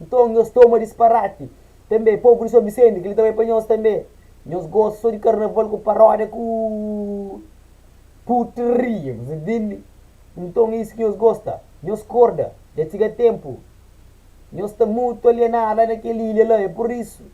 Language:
Kabuverdianu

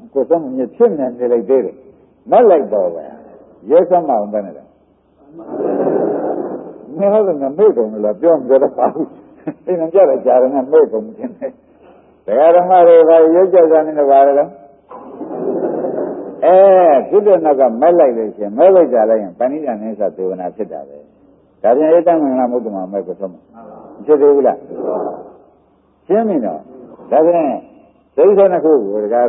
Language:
Burmese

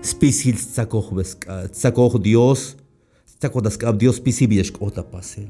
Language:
Tzeltal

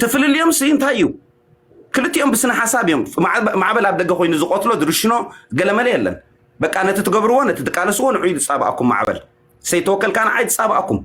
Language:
Tigrinya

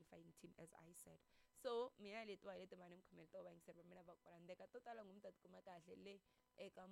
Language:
Tsonga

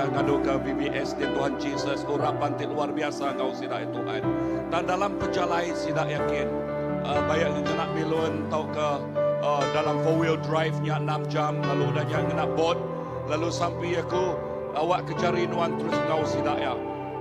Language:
Iban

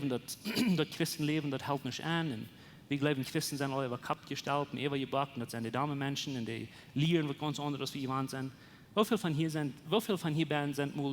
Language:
Plautdietsch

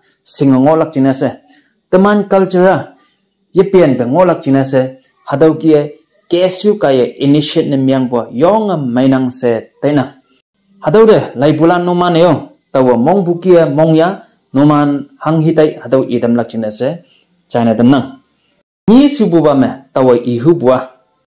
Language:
Konyak Naga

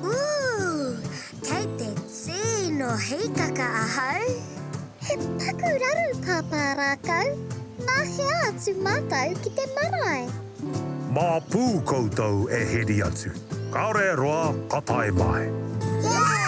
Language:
Māori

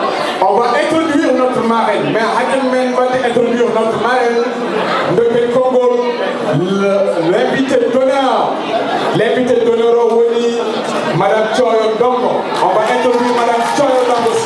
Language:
Fula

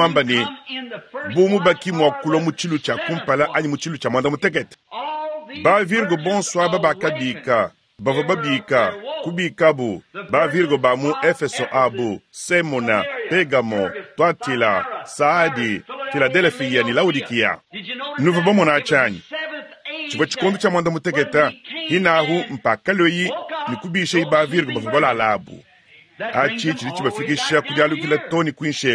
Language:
Luba-Lulua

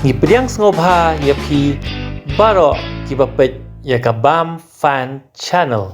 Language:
Khasi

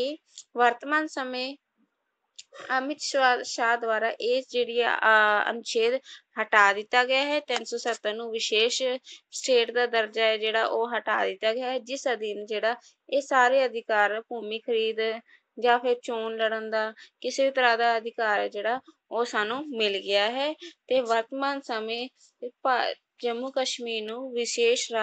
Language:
Punjabi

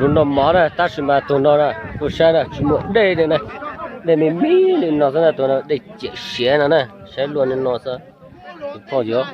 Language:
Hmong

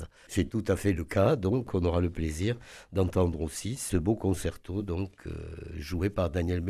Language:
French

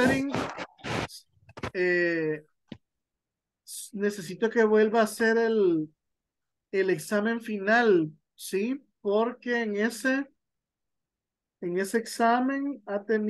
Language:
Spanish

